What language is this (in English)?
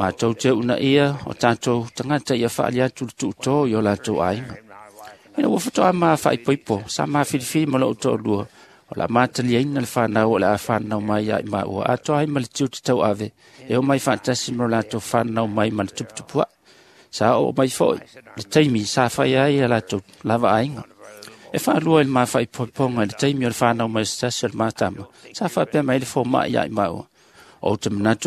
Samoan